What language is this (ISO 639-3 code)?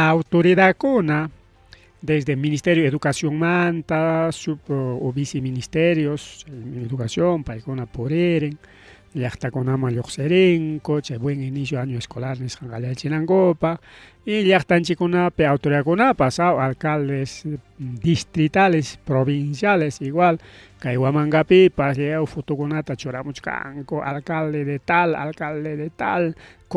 quy